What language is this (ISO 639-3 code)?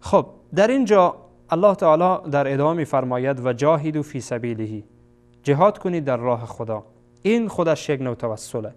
fas